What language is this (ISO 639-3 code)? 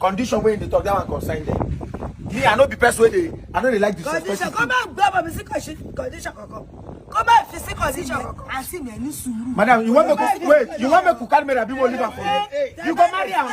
pcm